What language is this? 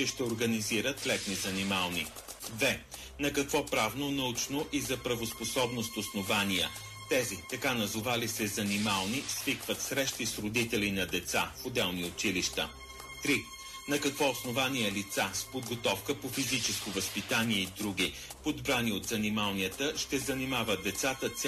Bulgarian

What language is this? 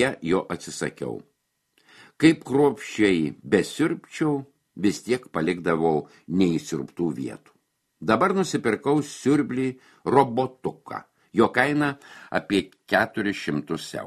Lithuanian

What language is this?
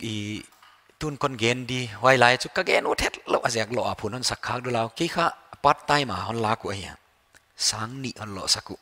Paite Chin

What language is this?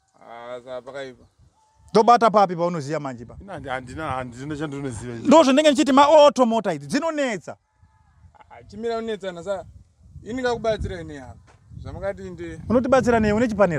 Shona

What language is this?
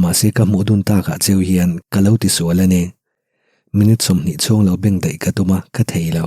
Mizo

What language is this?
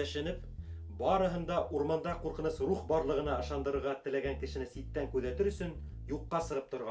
Bashkir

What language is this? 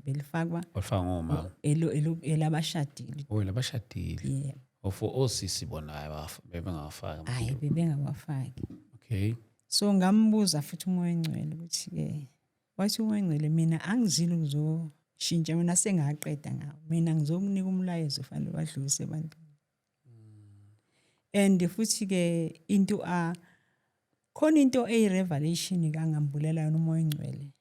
Zulu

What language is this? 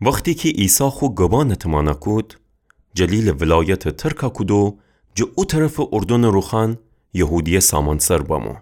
Gilaki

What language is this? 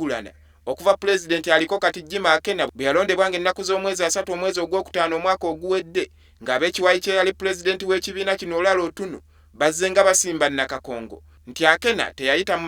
Ganda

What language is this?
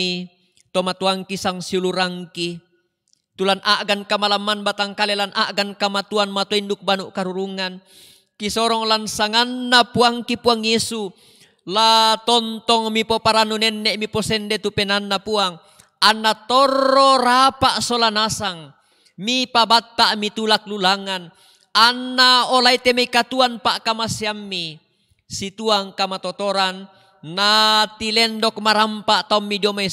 Toraja-Sa'dan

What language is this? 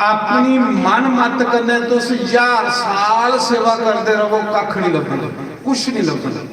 Dogri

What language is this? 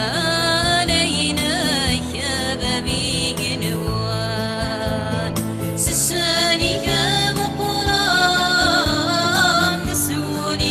Kabyle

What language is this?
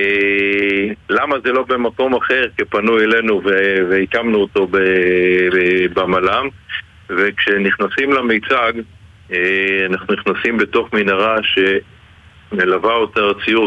Hebrew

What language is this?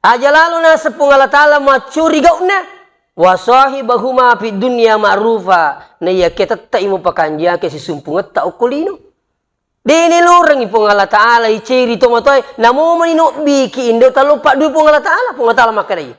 Buginese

